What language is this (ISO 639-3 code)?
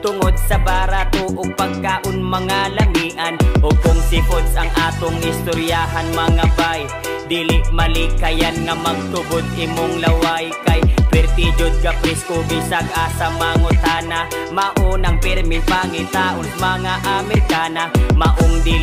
ceb